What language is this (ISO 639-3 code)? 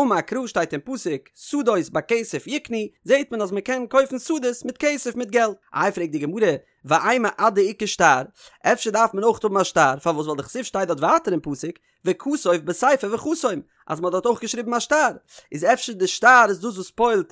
yid